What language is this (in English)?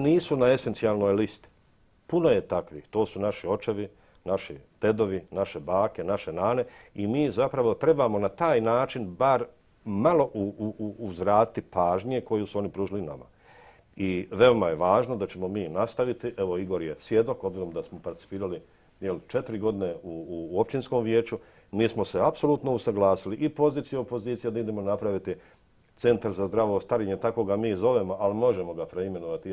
Bosnian